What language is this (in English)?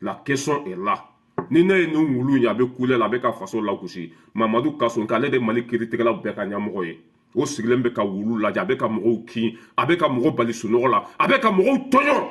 Bambara